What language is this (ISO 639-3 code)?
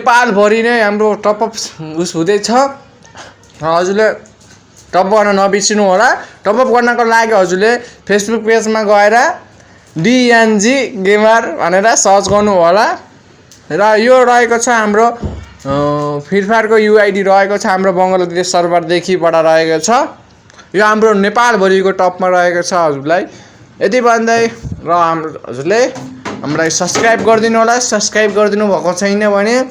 nep